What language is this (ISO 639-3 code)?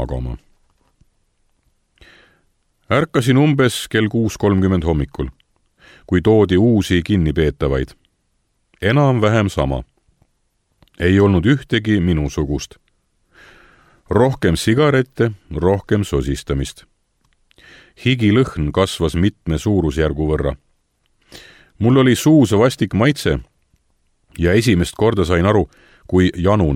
est